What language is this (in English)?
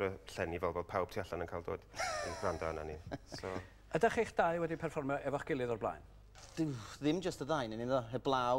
Welsh